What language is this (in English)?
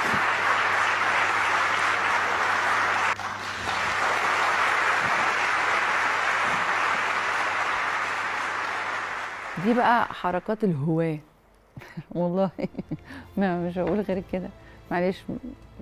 Egyptian Arabic